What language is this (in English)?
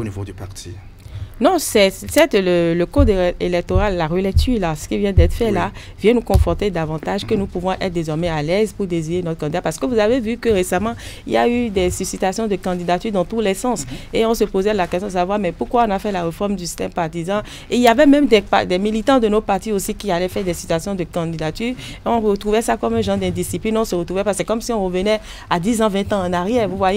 French